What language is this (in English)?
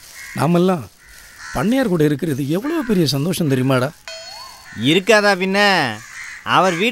Tamil